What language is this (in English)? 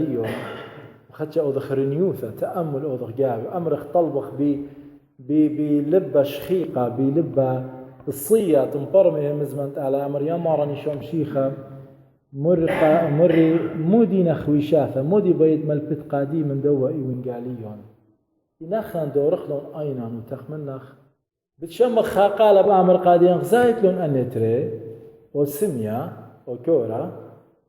Assyrian Neo-Aramaic